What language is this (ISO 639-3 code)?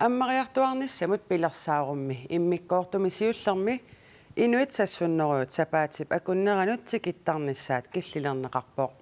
kal